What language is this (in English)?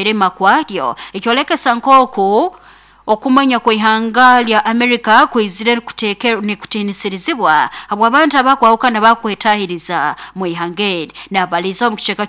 Nyoro